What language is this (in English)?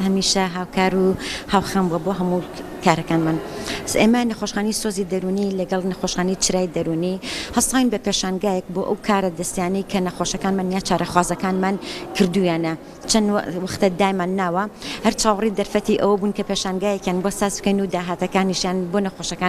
Central Kurdish